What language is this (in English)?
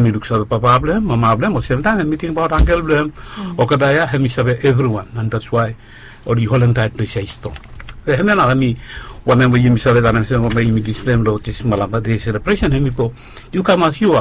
Bislama